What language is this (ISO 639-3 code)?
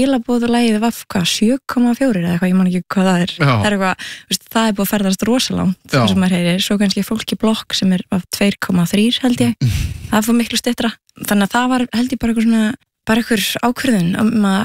isl